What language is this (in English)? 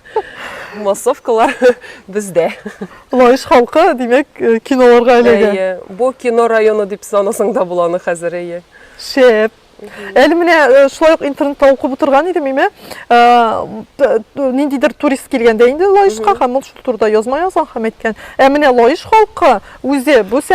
Tatar